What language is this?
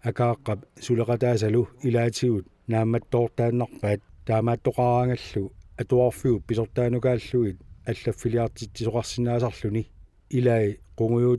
Kalaallisut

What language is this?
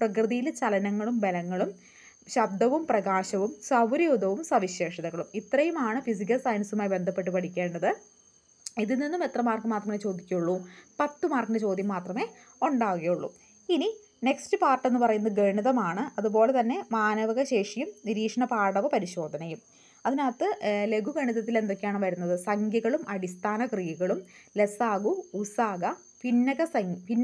Malayalam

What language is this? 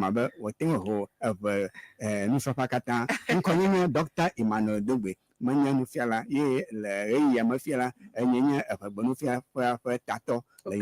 Ewe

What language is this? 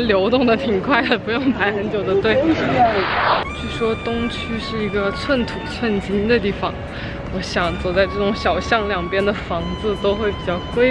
Chinese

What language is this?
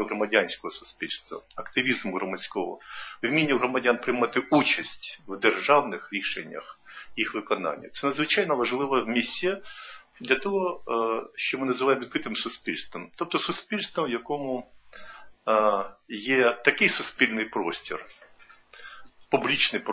Ukrainian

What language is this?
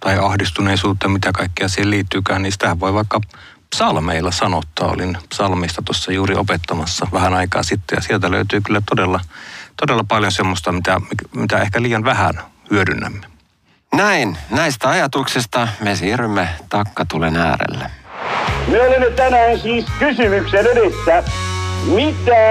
Finnish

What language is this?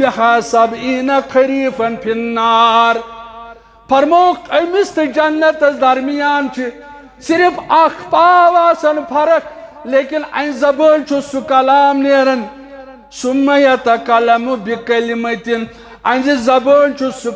Kashmiri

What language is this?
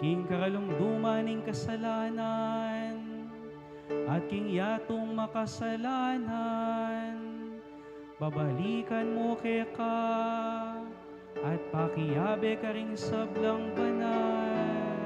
Pampanga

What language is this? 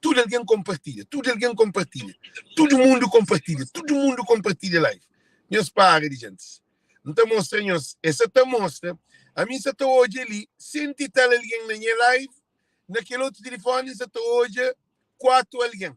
Kabuverdianu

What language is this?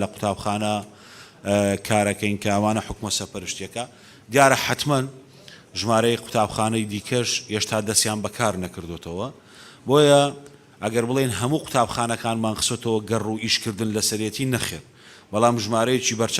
Central Kurdish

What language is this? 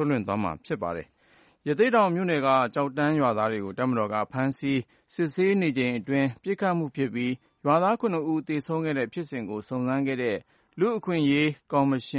Burmese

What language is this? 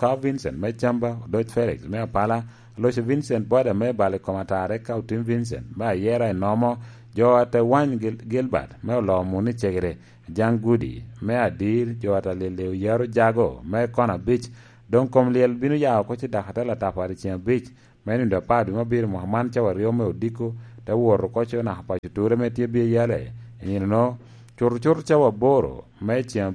Lango (Uganda)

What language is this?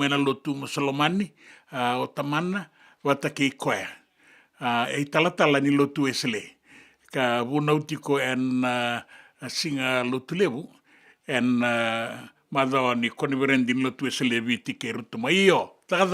Fijian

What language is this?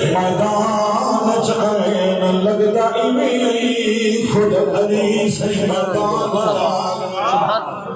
Saraiki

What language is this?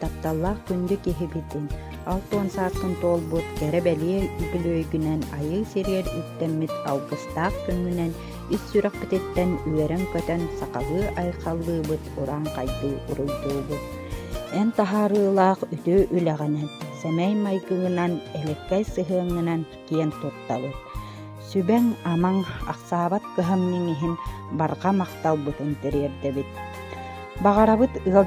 Yakut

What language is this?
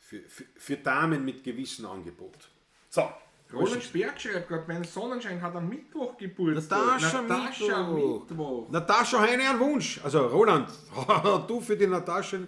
Bavarian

